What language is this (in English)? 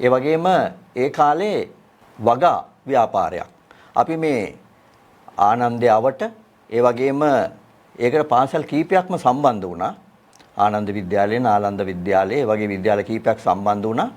Sinhala